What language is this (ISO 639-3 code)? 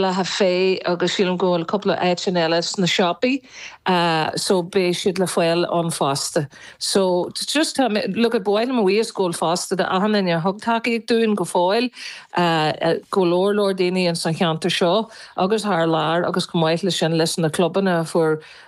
gle